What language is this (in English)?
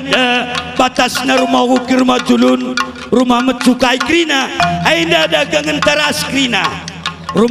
Batak Karo